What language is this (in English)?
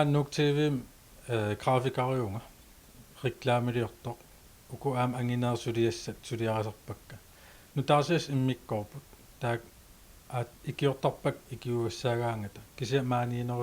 Kalaallisut